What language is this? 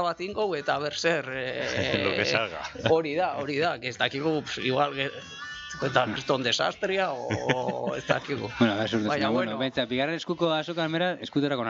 Basque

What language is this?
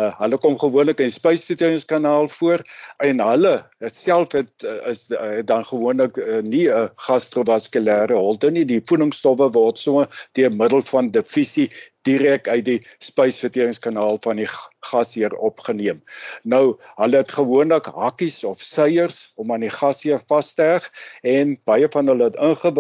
Afrikaans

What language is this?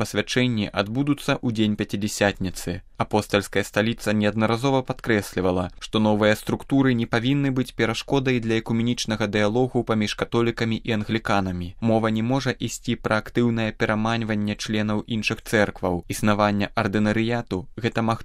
Belarusian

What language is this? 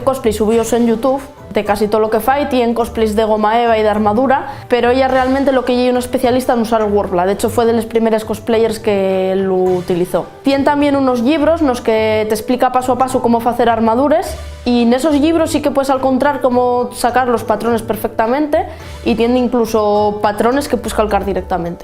Asturian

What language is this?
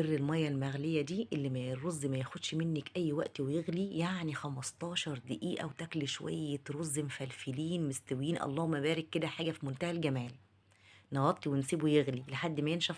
Egyptian Arabic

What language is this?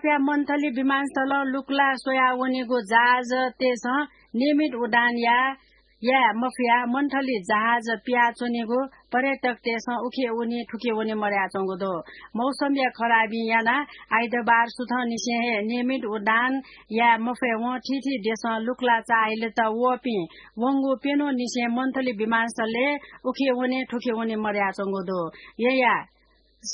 Newari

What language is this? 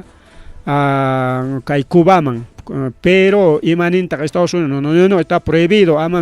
Ayacucho Quechua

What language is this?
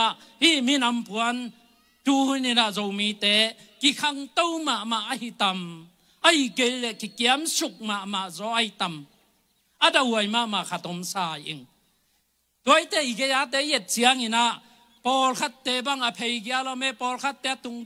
Tedim Chin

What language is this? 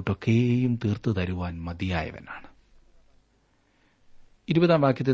Malayalam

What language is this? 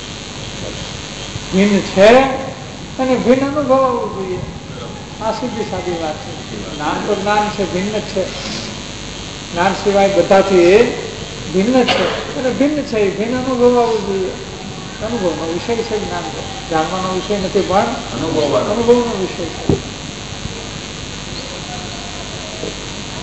Gujarati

